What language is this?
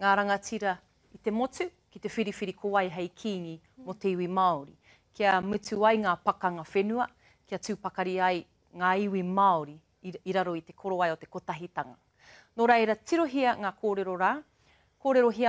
Māori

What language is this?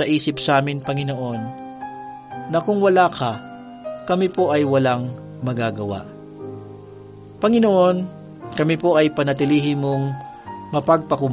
Filipino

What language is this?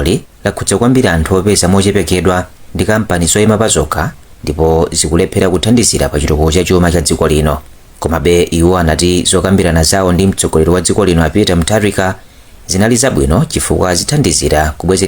Nyanja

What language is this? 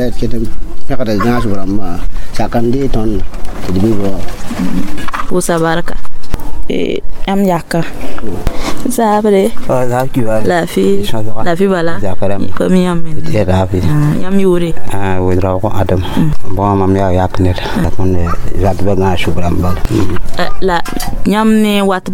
Mossi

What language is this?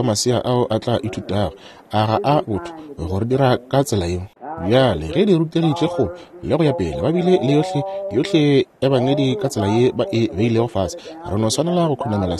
Northern Sotho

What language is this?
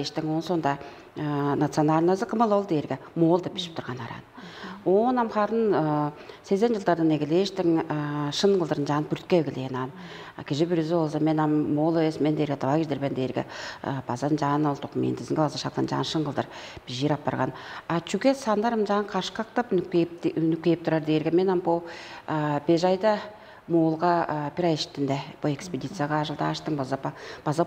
Tuvinian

